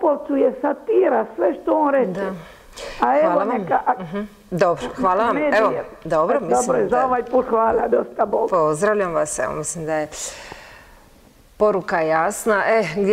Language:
Croatian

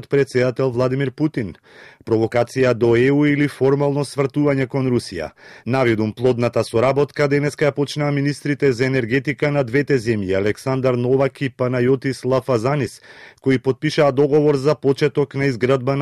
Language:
Macedonian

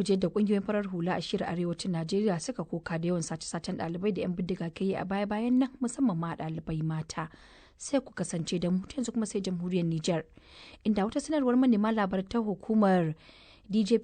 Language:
Hausa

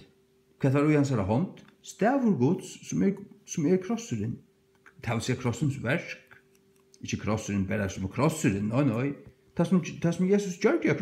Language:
Faroese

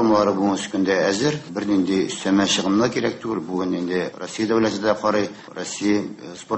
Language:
Tatar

